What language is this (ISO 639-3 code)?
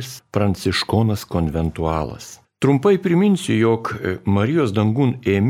lit